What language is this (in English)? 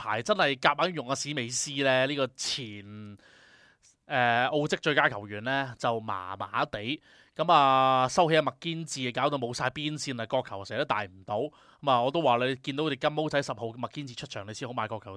Cantonese